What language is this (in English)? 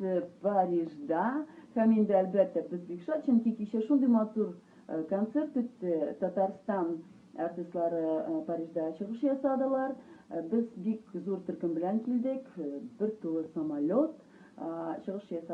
Tatar